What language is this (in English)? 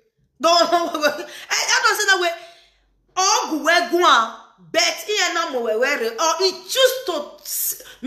Nigerian Pidgin